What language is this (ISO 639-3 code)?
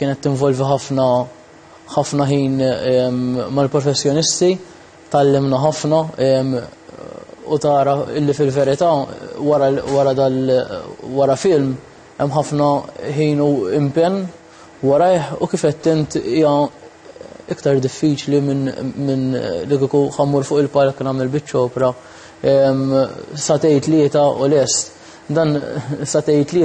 mlt